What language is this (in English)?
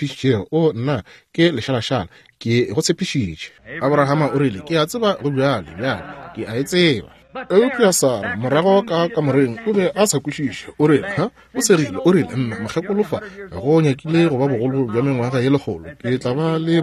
Northern Sotho